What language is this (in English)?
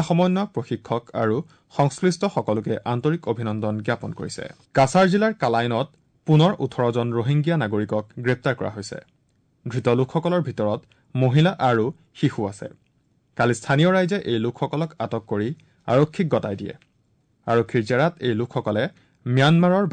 Assamese